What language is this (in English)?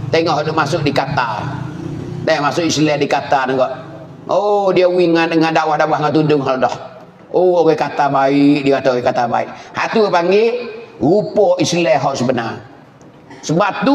Pattani Malay